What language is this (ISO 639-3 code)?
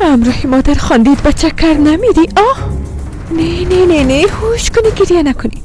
fas